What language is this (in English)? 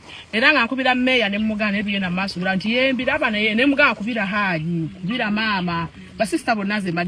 Ganda